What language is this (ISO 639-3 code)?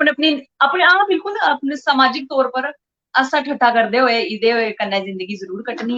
doi